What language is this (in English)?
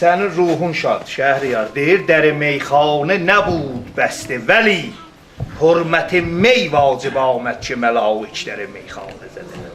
South Azerbaijani